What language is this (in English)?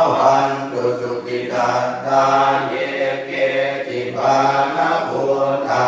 Pali